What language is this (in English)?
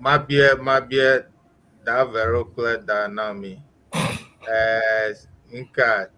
Ewe